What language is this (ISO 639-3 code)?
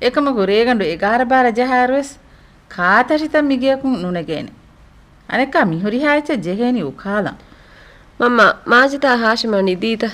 div